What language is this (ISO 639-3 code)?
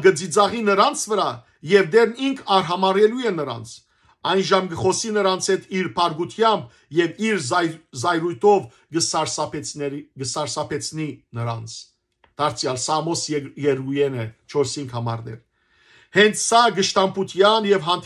hyw